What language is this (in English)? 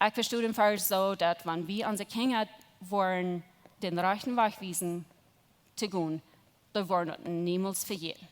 Plautdietsch